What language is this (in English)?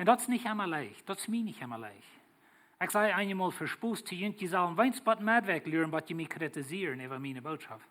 Plautdietsch